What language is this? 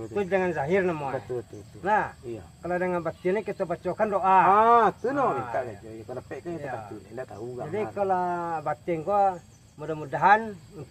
Minangkabau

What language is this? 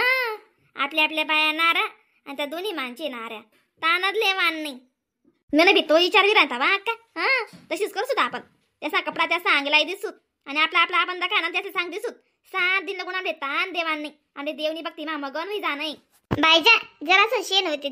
Khandesi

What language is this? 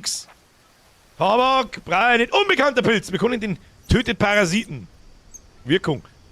Bavarian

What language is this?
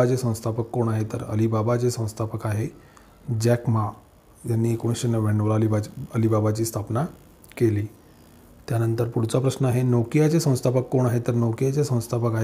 Marathi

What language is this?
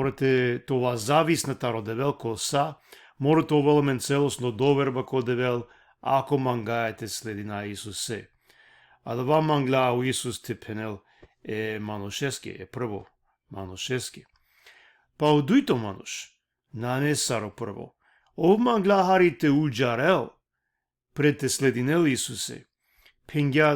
Balkan Romani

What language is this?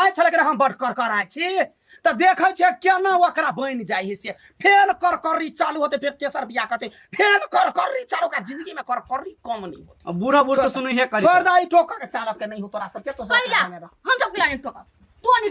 Maithili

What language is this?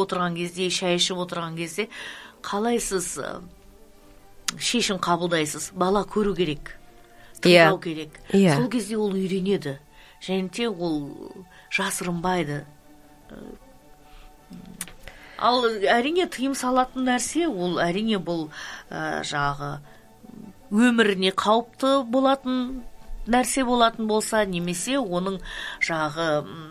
Kazakh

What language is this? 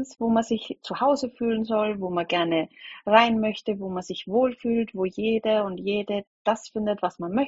German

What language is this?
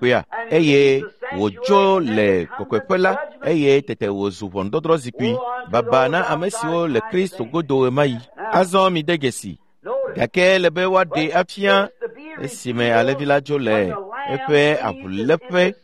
Ewe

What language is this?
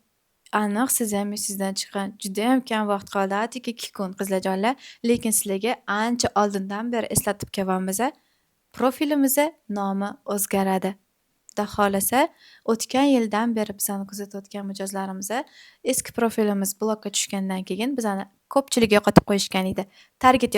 Uzbek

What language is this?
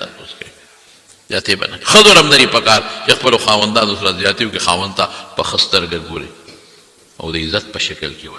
Pashto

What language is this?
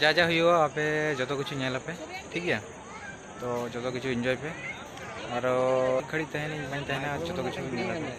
Santali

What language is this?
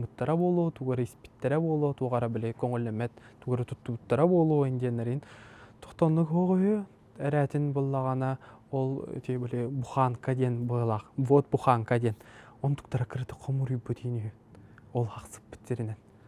Yakut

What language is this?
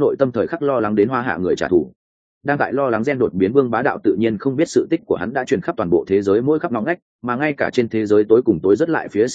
Vietnamese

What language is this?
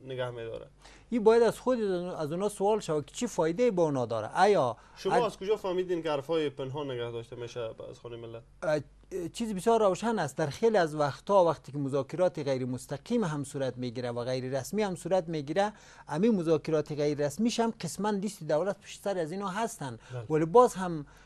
Persian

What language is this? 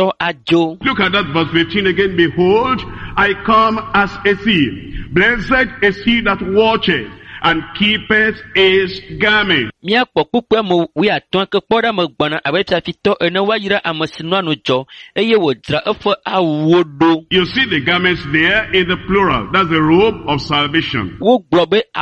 Ewe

